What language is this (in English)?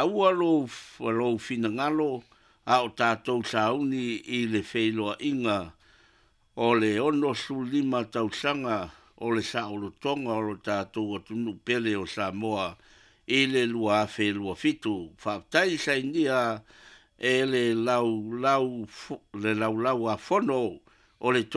Samoan